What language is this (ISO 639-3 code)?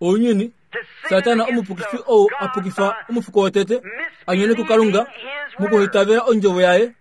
kua